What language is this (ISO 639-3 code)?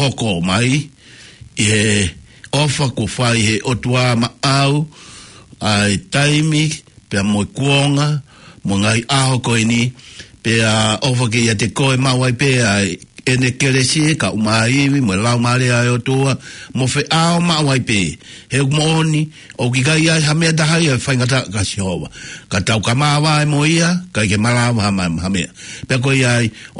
ton